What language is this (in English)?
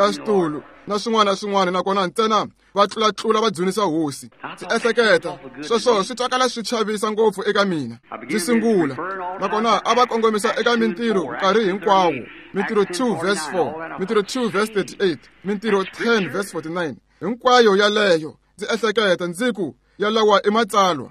Tsonga